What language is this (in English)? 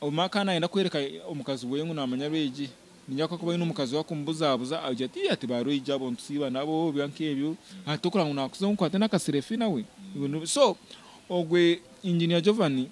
Nyankole